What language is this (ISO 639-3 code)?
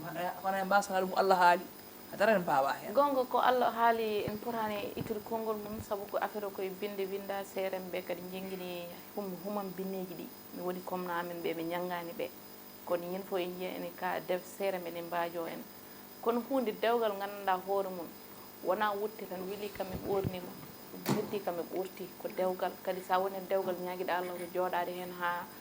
ful